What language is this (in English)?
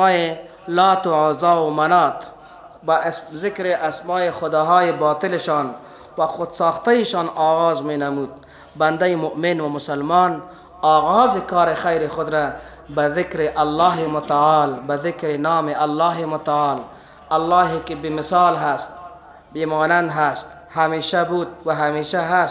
Persian